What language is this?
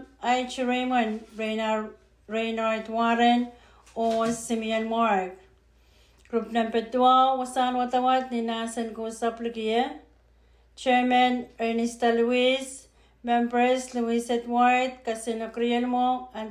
Pohnpeian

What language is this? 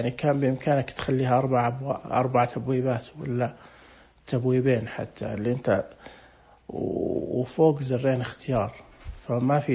Najdi Arabic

